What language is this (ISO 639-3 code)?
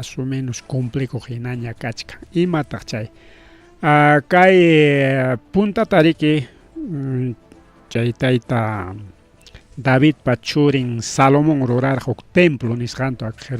quy